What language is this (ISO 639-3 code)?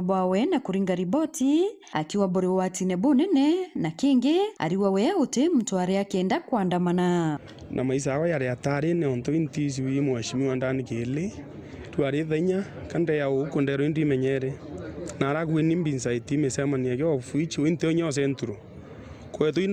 mer